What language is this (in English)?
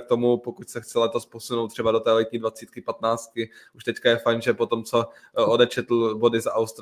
Czech